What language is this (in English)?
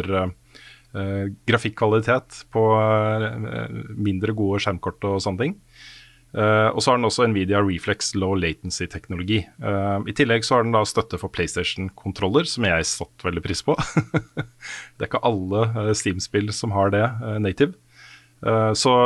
Norwegian